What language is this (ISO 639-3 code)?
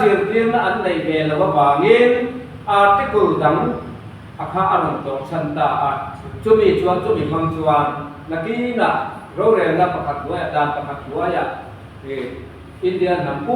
lus